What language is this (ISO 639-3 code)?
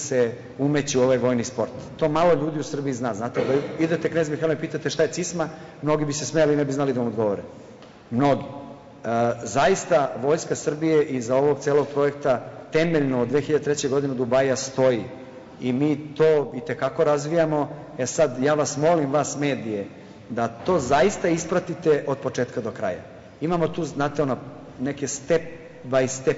srp